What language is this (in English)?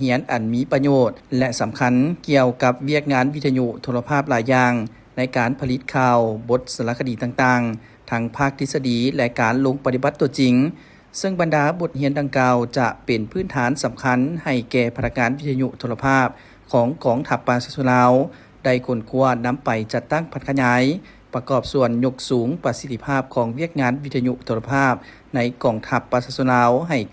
Lao